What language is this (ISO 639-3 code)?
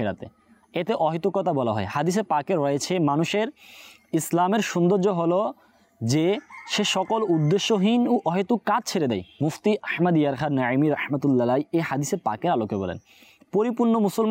ben